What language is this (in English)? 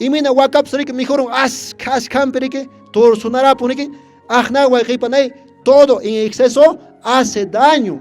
Quechua